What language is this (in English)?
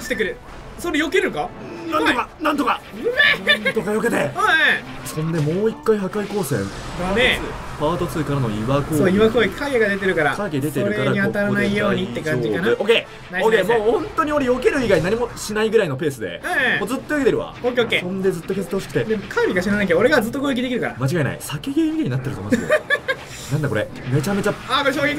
Japanese